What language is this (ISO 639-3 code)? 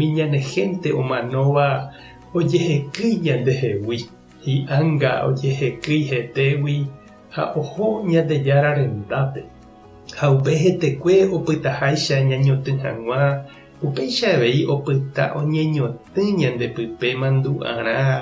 grn